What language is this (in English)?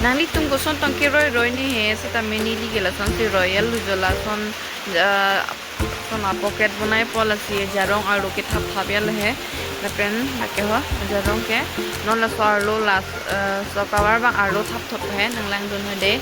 Karbi